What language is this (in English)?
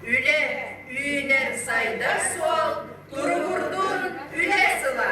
Yakut